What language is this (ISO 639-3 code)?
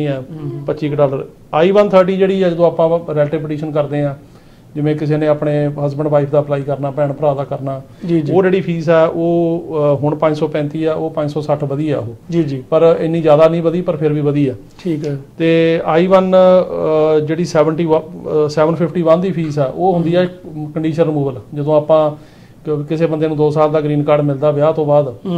pan